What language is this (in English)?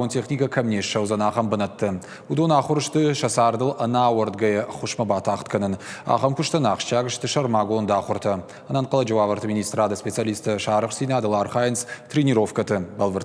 Ossetic